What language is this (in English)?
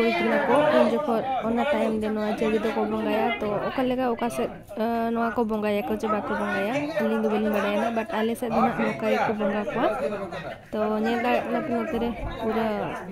Santali